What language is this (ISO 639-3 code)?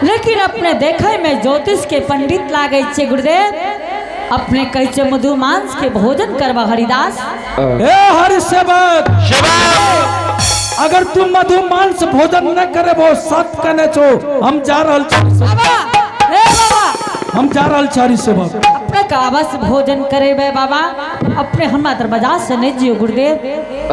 anp